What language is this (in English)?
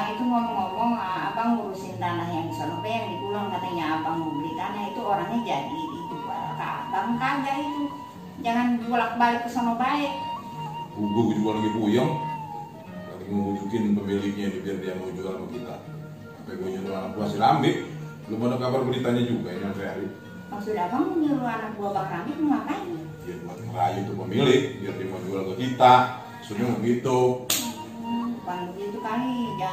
Betawi